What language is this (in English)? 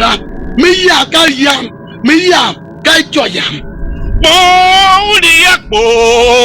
Tiv